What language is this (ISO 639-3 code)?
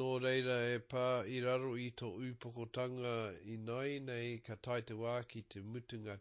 mri